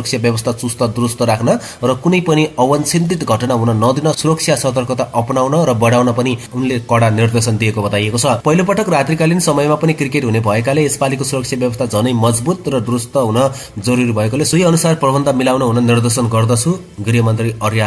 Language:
Nepali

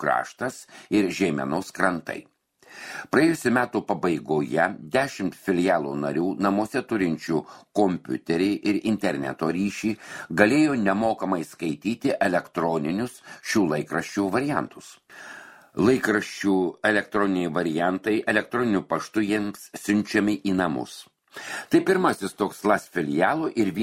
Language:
Lithuanian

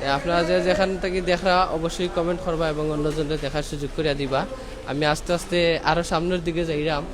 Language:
Sylheti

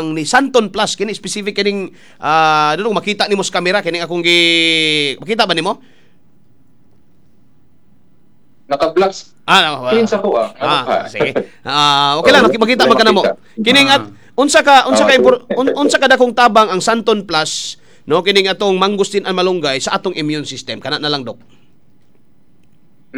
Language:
Cebuano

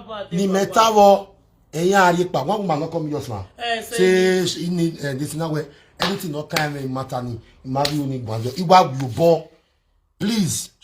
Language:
Nigerian Pidgin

